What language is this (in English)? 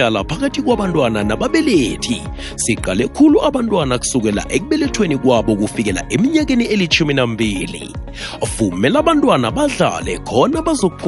South Ndebele